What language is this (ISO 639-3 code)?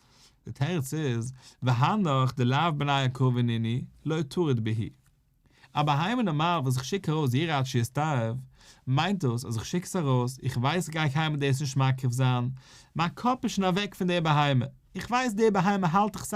yid